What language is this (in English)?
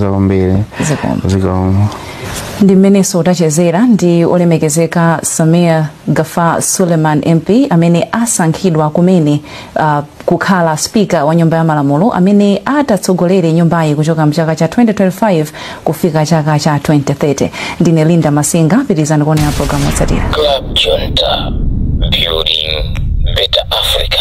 Nyanja